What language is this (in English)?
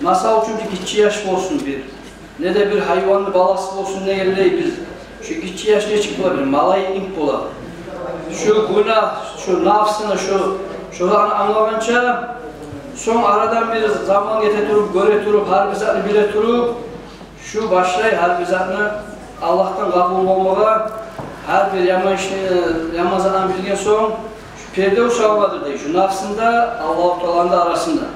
Kumyk